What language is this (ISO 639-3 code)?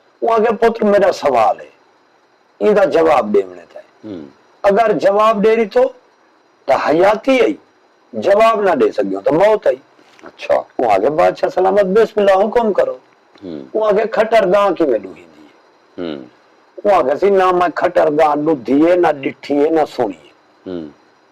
skr